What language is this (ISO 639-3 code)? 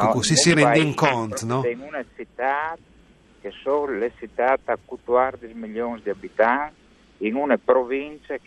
fur